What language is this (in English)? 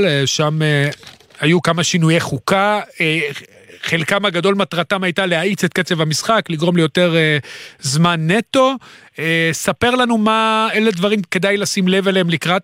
Hebrew